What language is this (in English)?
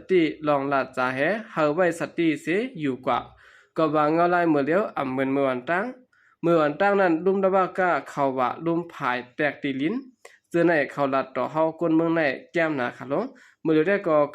Shan